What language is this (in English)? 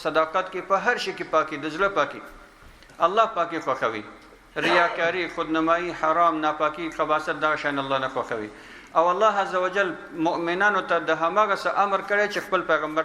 Pashto